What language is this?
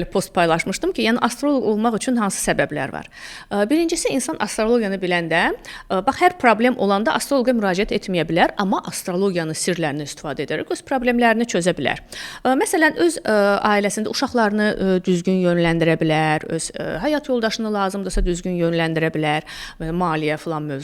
Azerbaijani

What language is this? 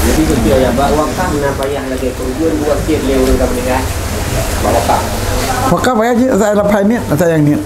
Achinese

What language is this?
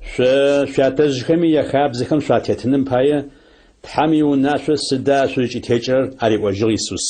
Adyghe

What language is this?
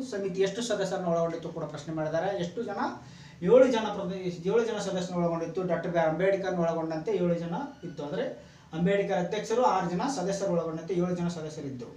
Kannada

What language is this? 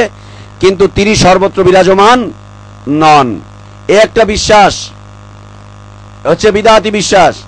Bangla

